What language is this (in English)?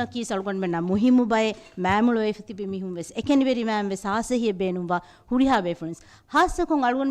Divehi